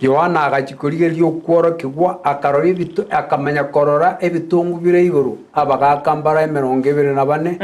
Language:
Gusii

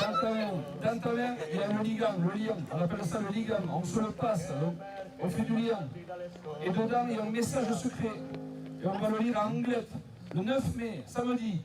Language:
Occitan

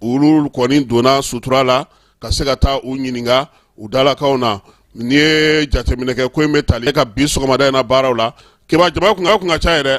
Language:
Bambara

